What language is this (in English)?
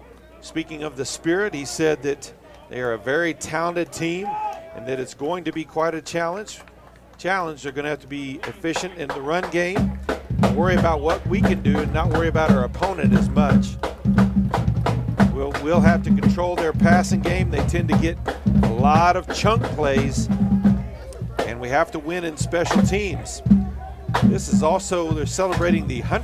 English